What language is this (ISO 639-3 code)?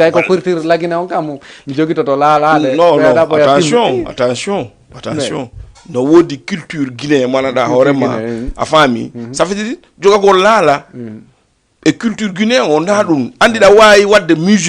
ful